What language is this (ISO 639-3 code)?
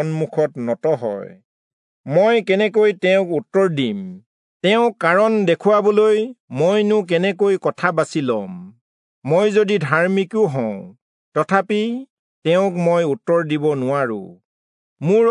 asm